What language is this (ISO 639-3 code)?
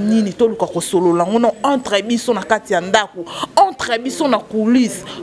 lin